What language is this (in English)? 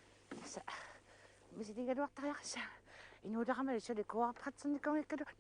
Kalaallisut